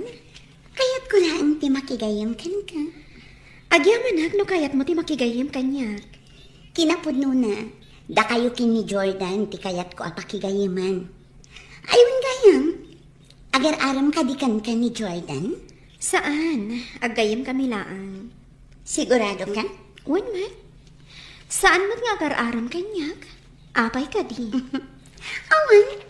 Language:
Iloko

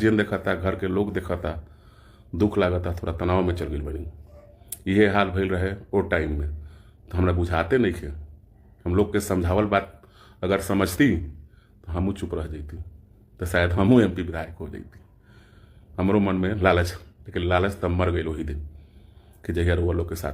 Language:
Bhojpuri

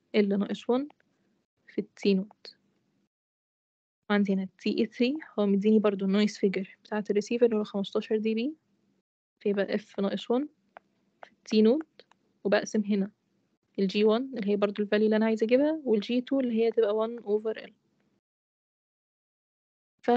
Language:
Egyptian Arabic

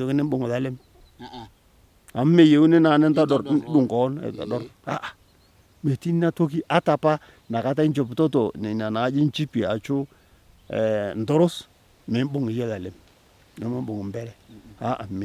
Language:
Masai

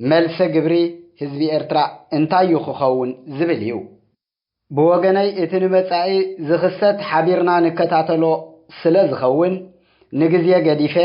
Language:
Tigrinya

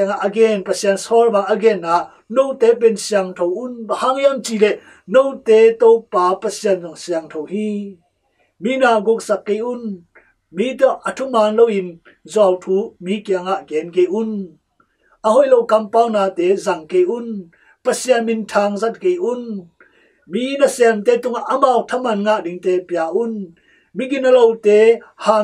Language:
Tedim Chin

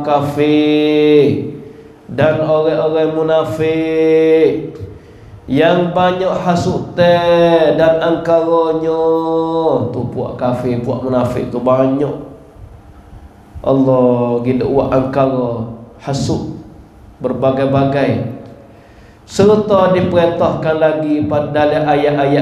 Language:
Malay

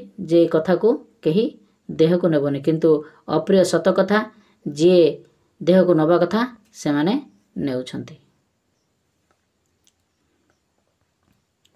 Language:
Odia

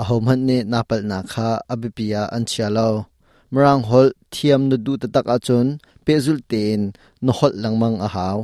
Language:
Hakha Chin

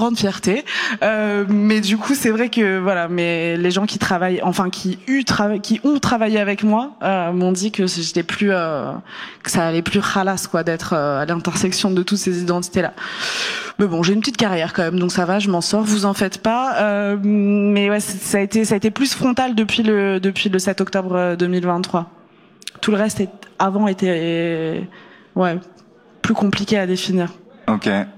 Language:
French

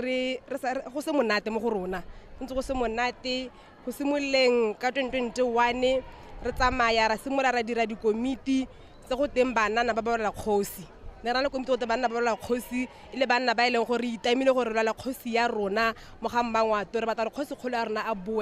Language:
Tswana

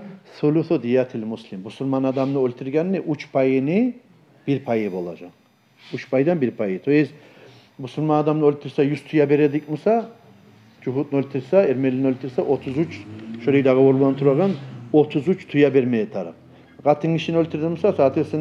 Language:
Kumyk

